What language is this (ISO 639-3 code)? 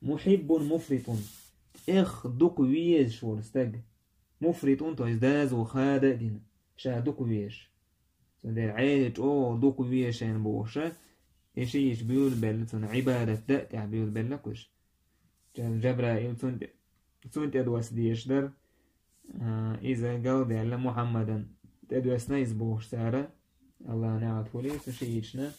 che